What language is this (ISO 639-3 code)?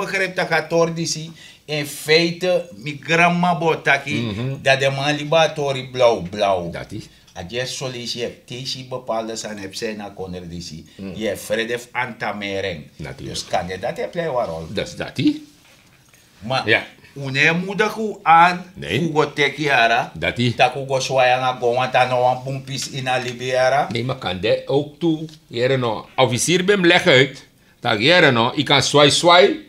srn